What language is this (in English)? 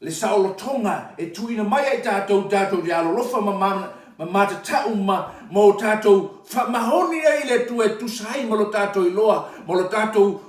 Samoan